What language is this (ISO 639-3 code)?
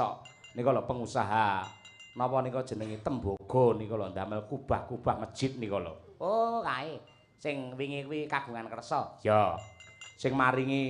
jav